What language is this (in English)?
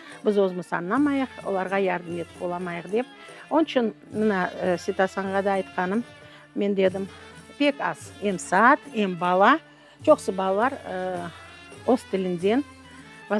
Crimean Tatar